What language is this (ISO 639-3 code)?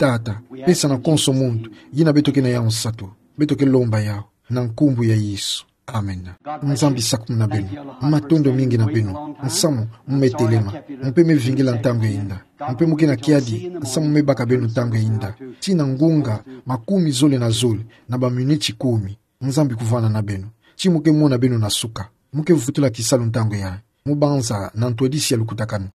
ktu